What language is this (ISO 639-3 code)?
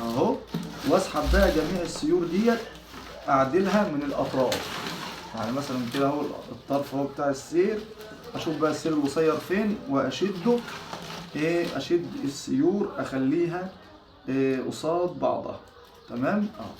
arz